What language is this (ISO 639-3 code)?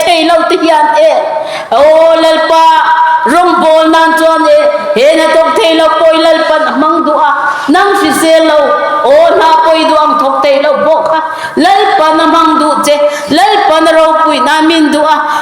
lus